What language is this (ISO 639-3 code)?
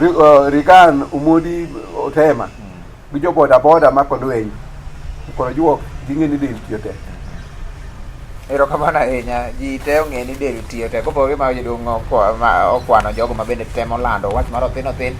luo